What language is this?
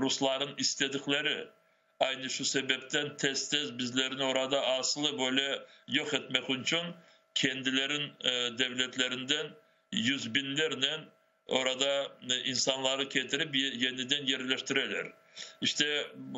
Crimean Tatar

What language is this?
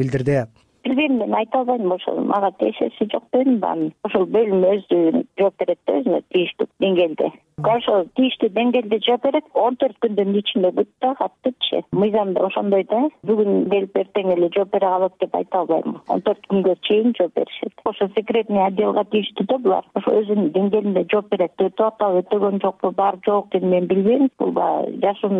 Kyrgyz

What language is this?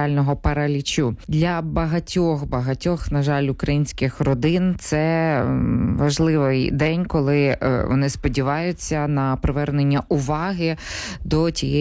Ukrainian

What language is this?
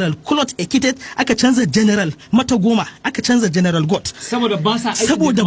Hausa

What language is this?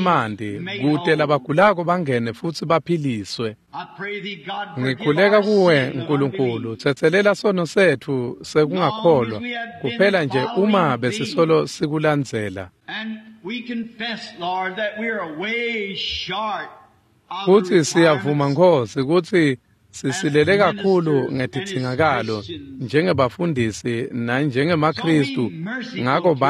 Swati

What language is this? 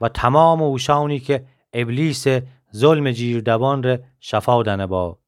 Gilaki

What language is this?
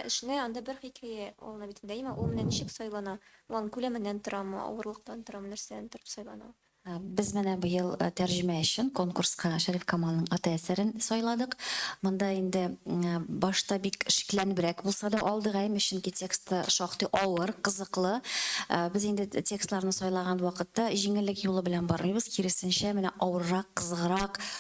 Tatar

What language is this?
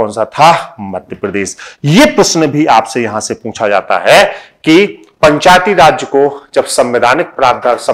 Hindi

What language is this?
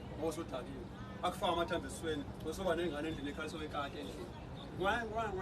Zulu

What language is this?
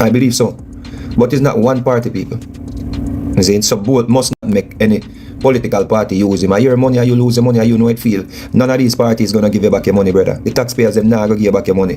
Jamaican Creole English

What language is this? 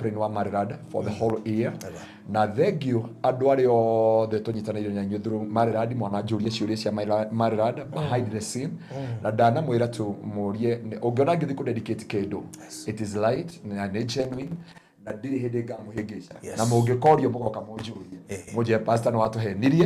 Kikuyu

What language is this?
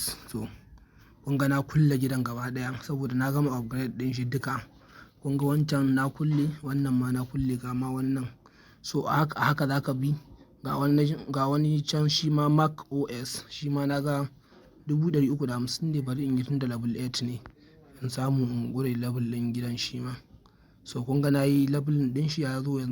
Hausa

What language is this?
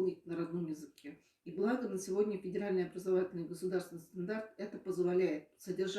Bashkir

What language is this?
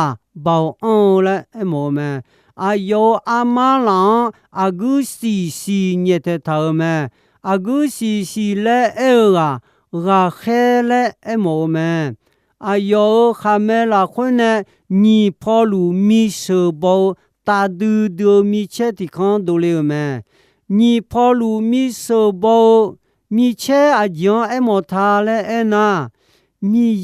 Akha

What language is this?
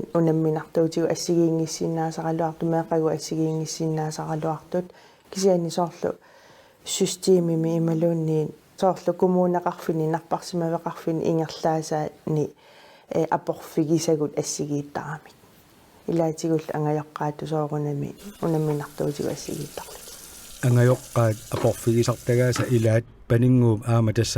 Kalaallisut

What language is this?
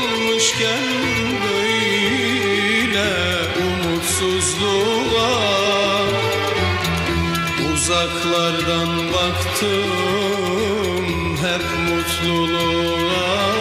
Turkish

